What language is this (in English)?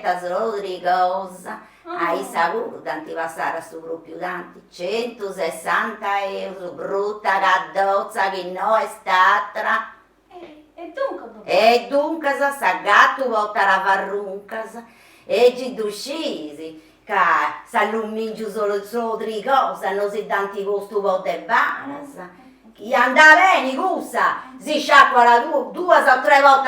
Sardinian